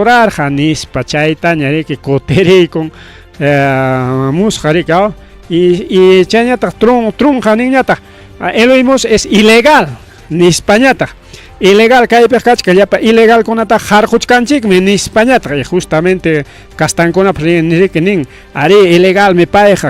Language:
Ayacucho Quechua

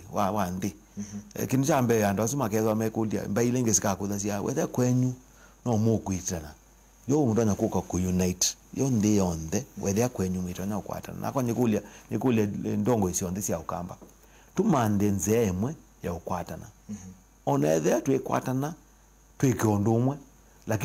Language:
Kamba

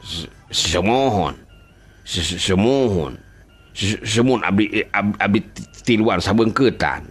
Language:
Sundanese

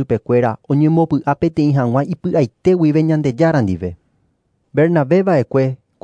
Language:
Guarani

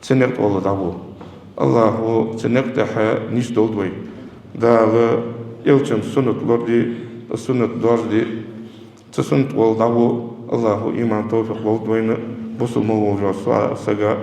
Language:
Ingush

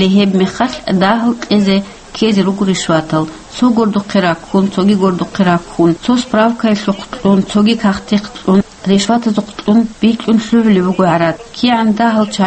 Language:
Avaric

